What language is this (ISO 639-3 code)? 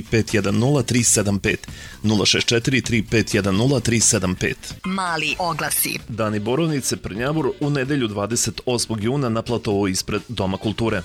srp